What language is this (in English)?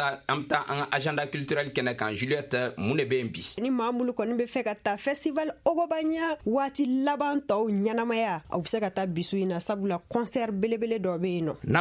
Bambara